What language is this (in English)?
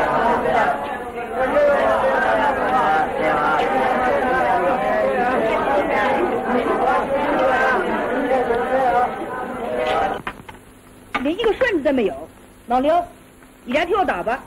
Chinese